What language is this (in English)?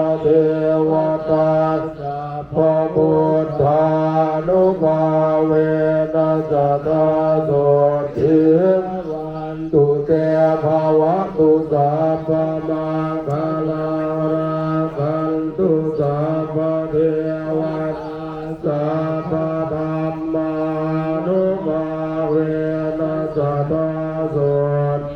Pali